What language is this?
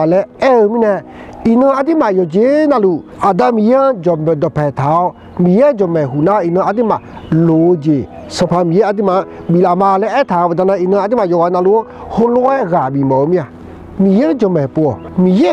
Akha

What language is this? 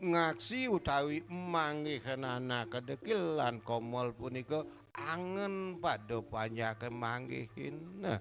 Balinese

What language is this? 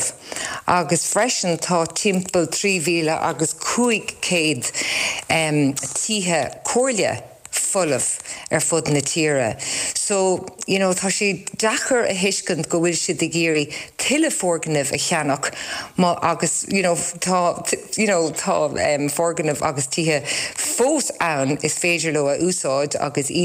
Irish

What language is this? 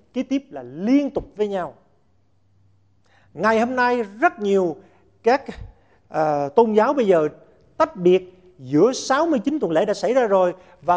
Vietnamese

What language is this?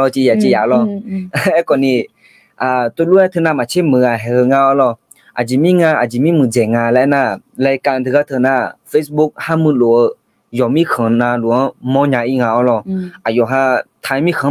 Akha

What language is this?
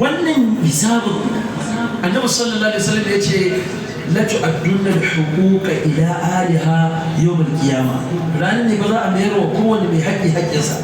Hausa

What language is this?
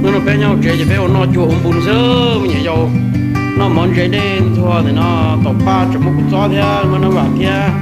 Hmong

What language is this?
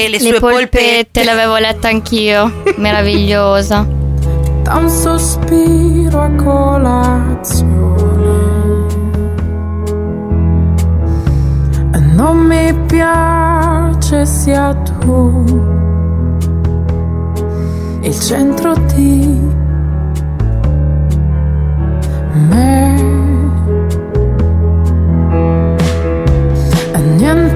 Italian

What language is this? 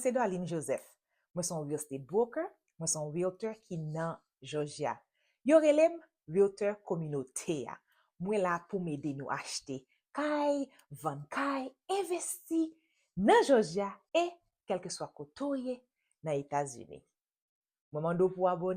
Haitian Creole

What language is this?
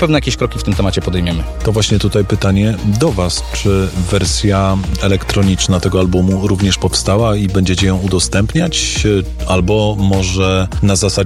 Polish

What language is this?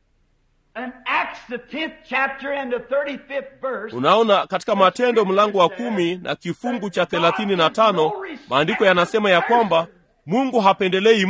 Swahili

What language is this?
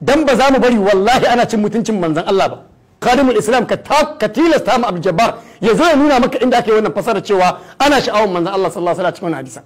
Hausa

